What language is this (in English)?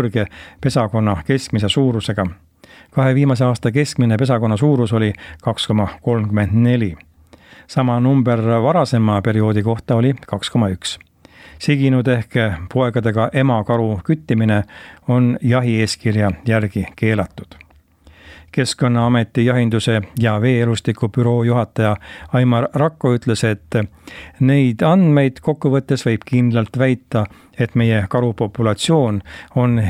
Estonian